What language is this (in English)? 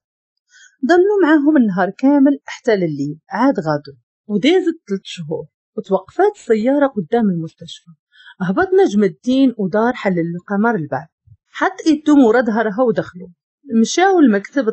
Moroccan Arabic